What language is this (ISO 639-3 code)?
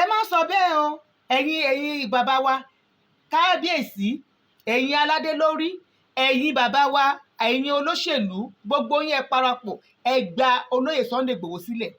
yor